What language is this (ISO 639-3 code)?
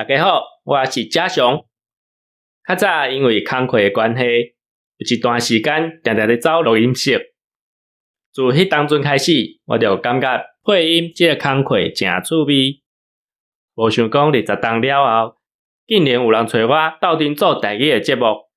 nan